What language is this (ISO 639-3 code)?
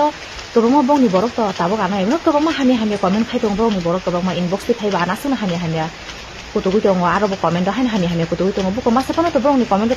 trp